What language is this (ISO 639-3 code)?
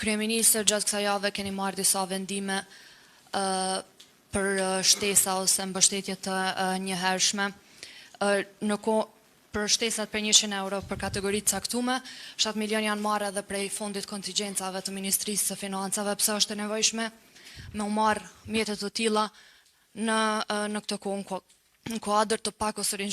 sqi